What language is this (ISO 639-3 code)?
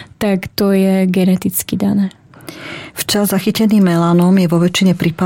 slk